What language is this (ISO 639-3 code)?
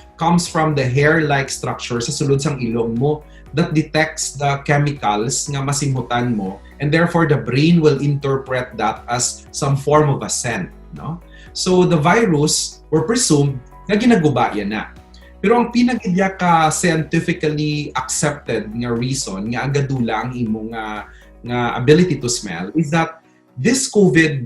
hil